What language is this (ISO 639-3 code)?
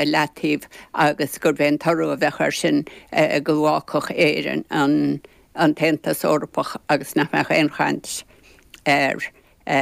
gle